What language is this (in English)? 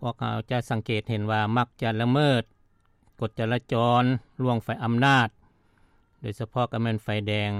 Lao